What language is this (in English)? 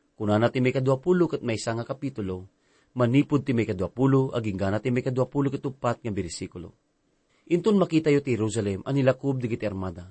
Iloko